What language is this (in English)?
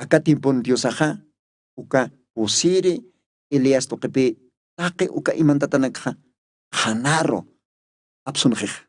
Aymara